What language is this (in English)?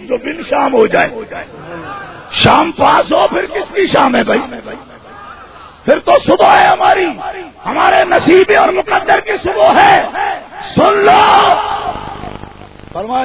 Urdu